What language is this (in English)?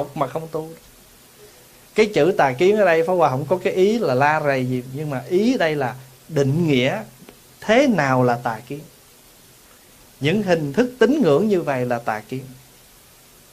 Vietnamese